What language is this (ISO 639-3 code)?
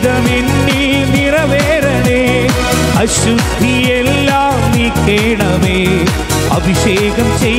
mal